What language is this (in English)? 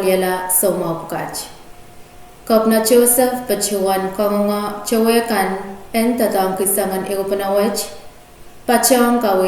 Pohnpeian